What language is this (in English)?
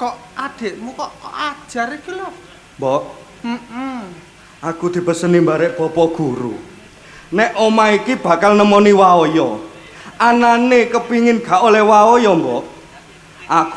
Javanese